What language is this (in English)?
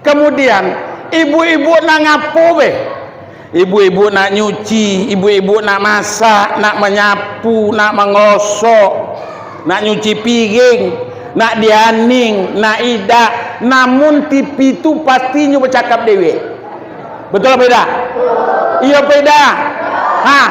Minangkabau